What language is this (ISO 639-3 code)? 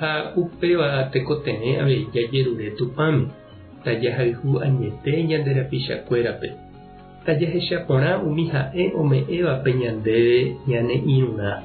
grn